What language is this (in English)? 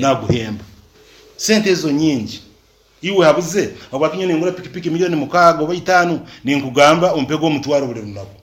Nyankole